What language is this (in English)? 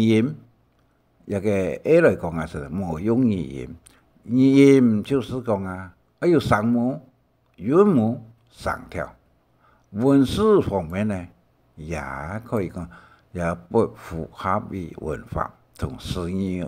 Hakka Chinese